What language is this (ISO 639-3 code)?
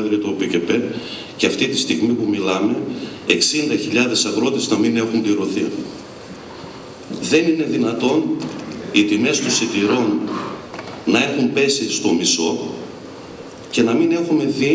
ell